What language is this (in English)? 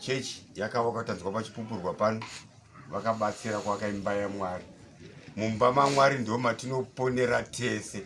Shona